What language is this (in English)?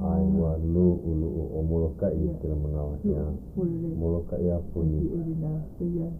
Hawaiian